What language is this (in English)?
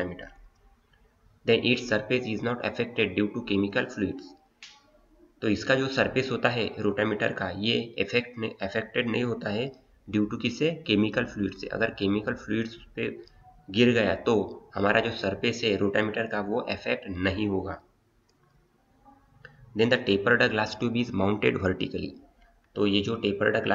Hindi